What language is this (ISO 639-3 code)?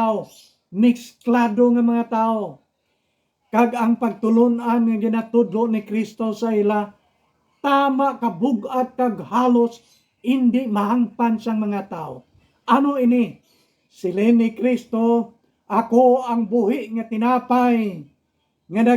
hil